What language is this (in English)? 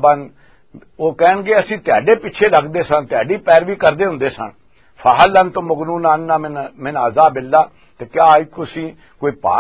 Western Panjabi